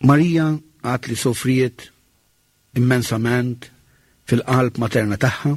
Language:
Maltese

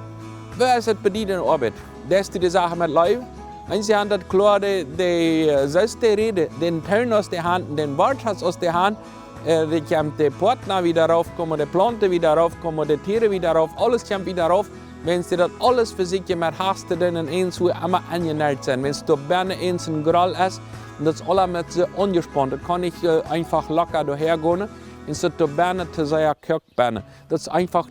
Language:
Plautdietsch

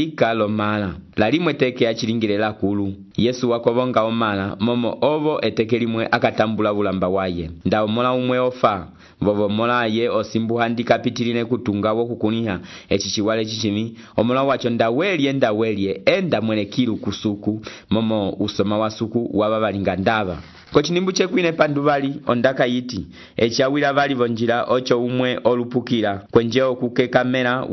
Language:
Umbundu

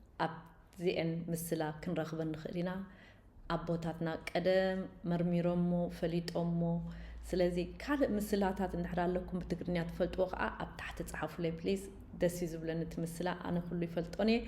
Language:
Tigrinya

